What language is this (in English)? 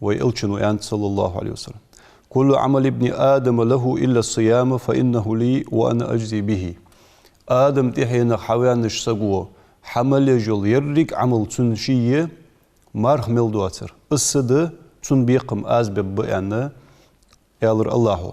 Ingush